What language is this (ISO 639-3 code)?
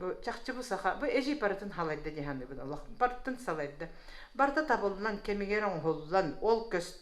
sah